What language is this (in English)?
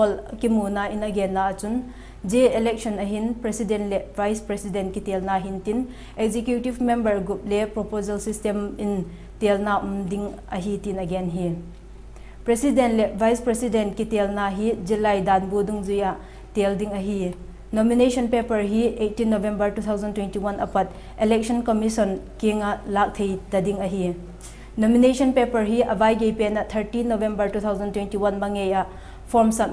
Vaiphei